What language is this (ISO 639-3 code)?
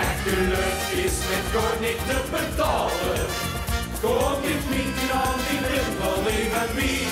lim